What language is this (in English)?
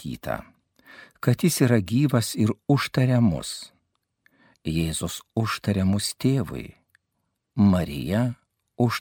Lithuanian